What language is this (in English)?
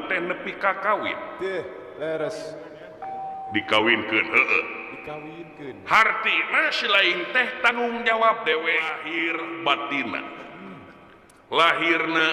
Sundanese